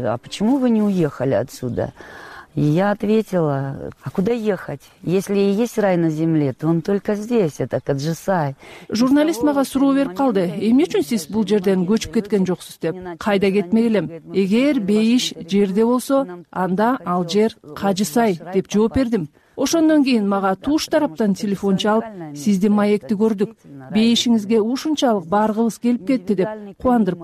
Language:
Kyrgyz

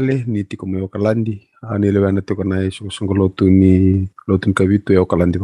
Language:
Fijian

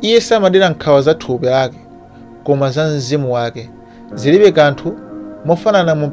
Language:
Nyanja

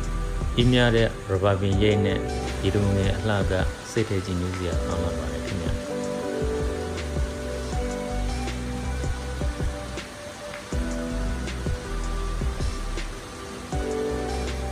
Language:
Burmese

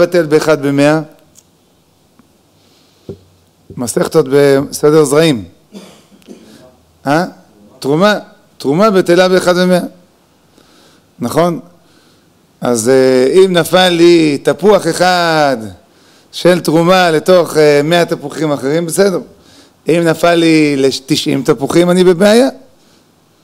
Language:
Hebrew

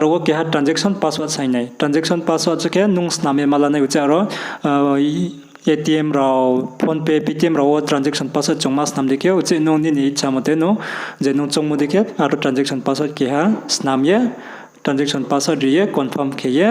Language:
Riang (India)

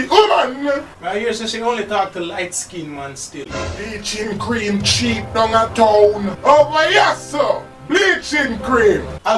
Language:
Jamaican Creole English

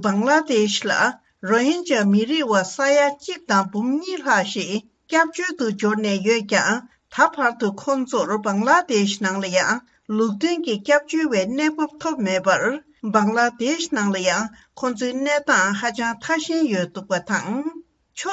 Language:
Tibetan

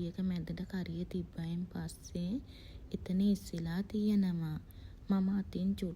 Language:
Sinhala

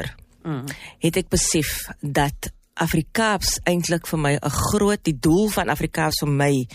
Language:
Afrikaans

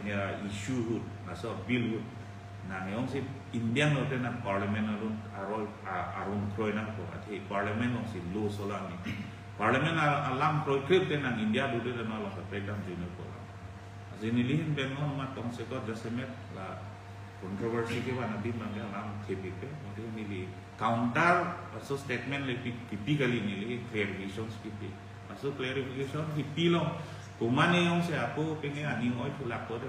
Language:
Karbi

